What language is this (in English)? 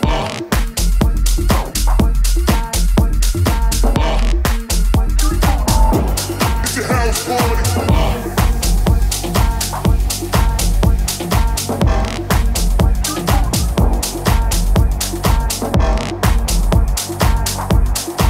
English